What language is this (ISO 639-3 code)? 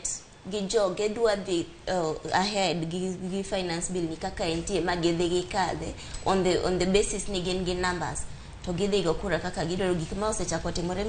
luo